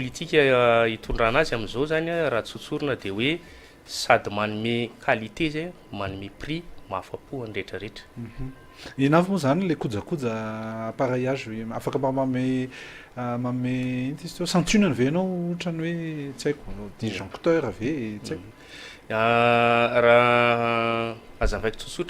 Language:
Malagasy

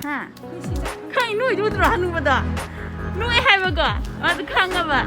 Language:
Manipuri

